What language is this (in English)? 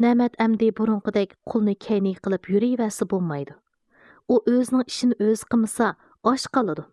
Uyghur